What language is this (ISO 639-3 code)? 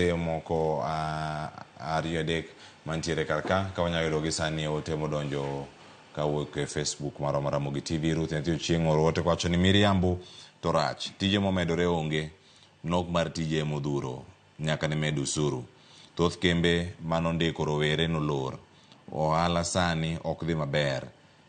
luo